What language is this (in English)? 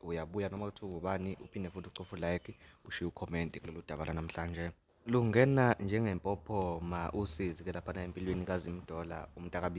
Zulu